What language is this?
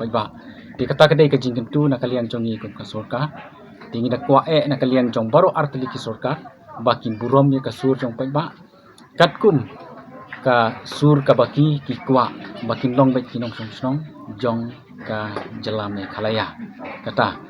Khasi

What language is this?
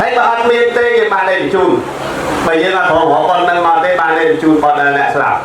Khmer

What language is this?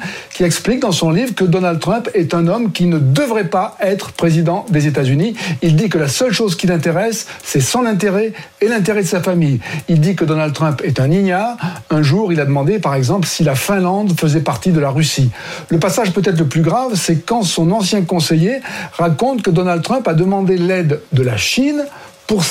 French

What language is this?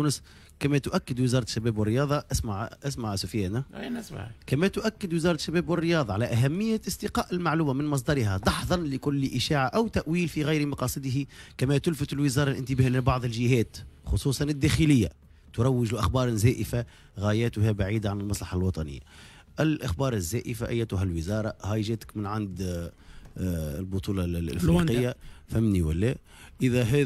Tunisian Arabic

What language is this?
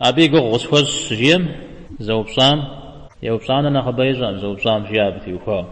Kabardian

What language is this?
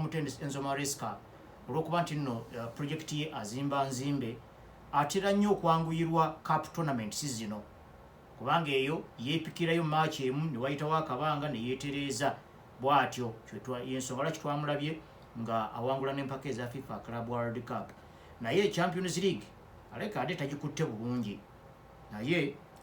Ganda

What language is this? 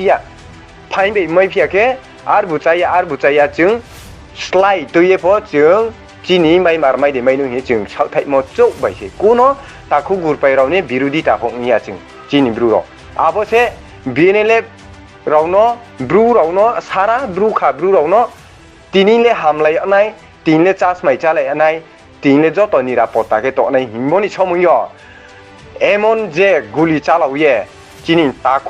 Riang (India)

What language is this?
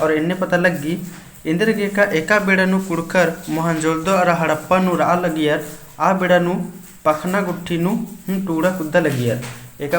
Kurukh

